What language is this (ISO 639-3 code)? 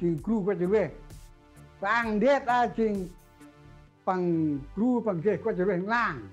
cmo